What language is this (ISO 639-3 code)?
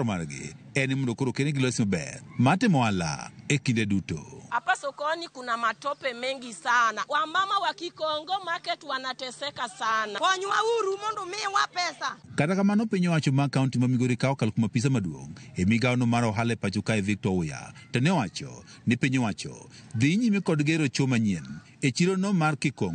luo